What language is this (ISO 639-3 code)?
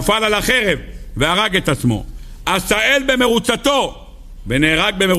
heb